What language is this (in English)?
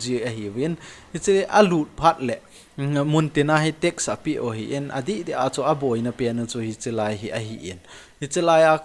Thado Chin